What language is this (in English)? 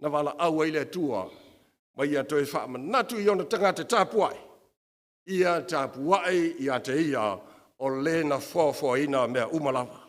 Samoan